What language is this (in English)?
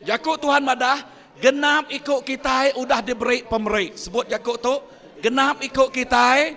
Iban